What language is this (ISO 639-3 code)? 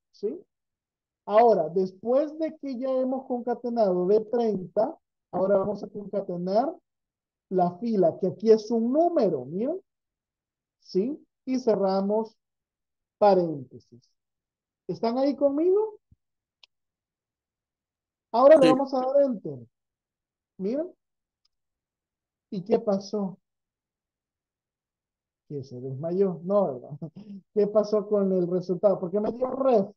spa